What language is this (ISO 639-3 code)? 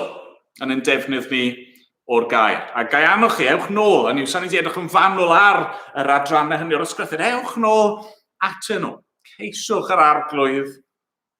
cym